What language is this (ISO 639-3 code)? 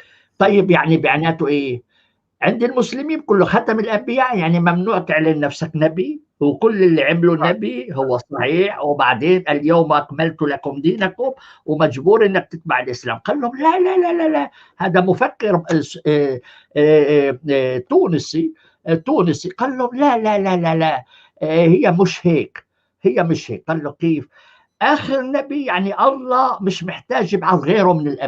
apc